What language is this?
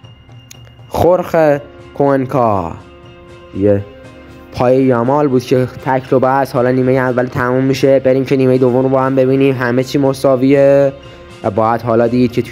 Persian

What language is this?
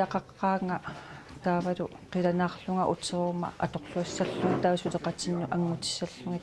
Kalaallisut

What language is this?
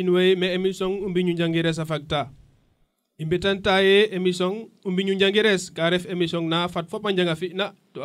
Serer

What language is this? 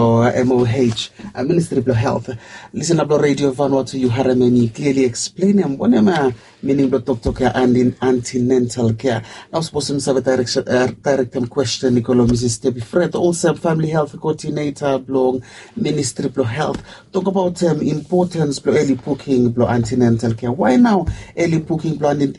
Bislama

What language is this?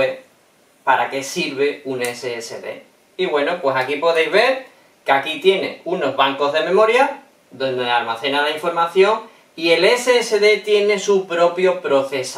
Spanish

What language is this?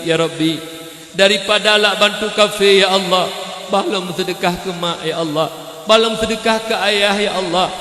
Achinese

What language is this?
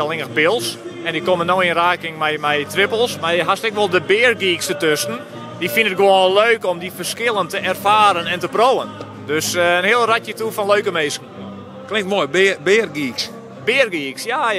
Western Frisian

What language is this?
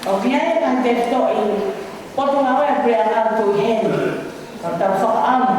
Tongan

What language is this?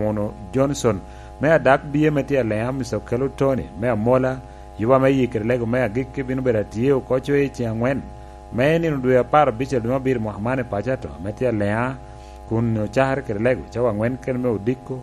Lango (Uganda)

